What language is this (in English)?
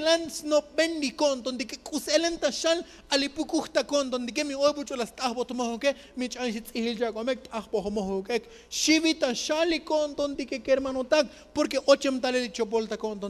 Tzotzil